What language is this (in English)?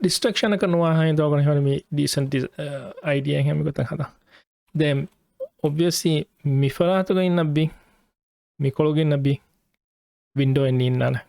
Divehi